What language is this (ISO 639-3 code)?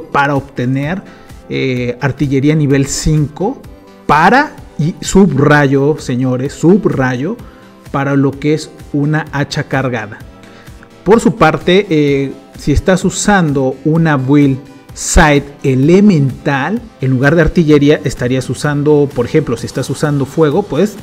spa